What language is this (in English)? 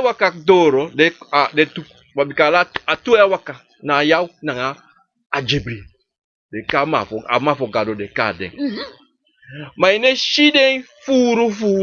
Sranan Tongo